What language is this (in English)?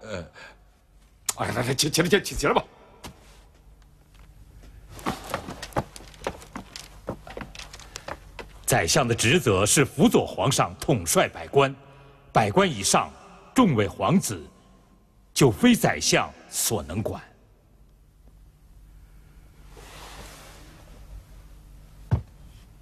Chinese